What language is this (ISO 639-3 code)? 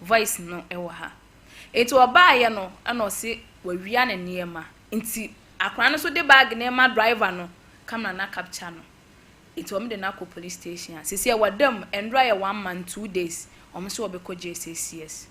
aka